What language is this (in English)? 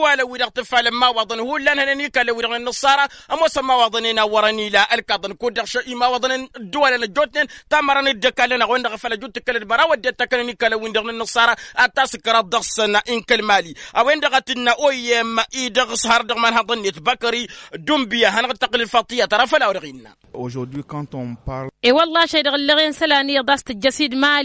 Tamasheq